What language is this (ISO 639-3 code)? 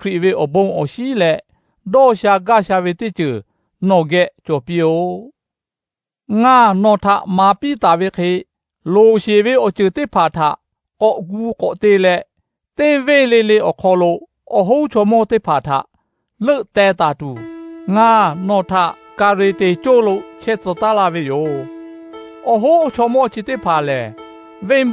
lhu